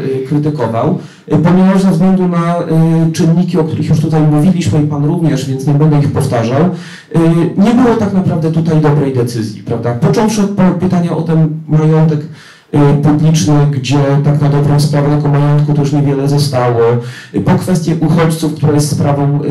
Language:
Polish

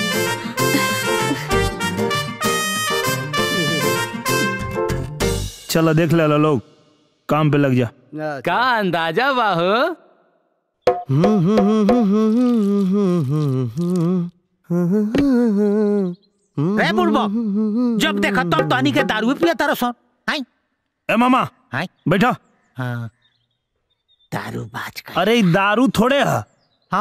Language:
Bhojpuri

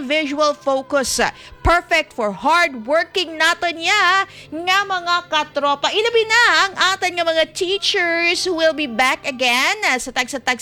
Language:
Hiligaynon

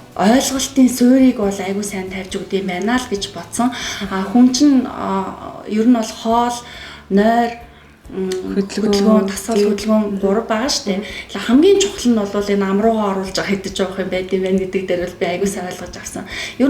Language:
Mongolian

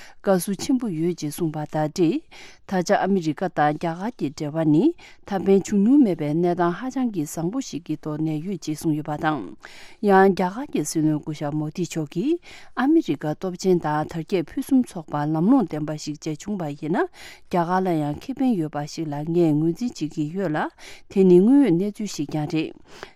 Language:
Tibetan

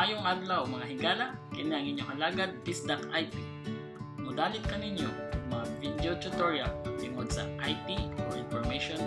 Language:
Cebuano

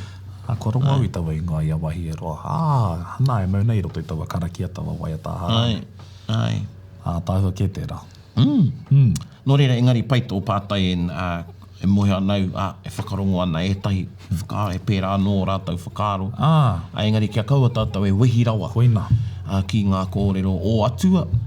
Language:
Māori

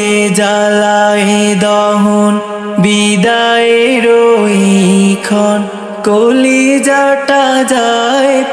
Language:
Bangla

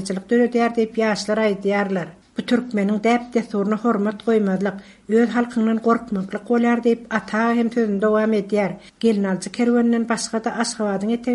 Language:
Turkmen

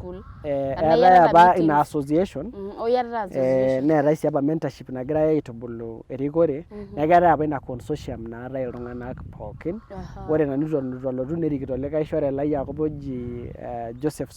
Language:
Masai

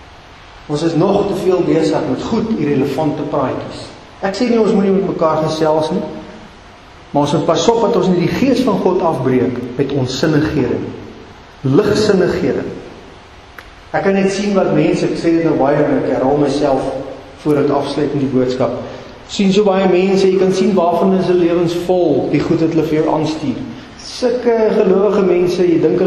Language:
Afrikaans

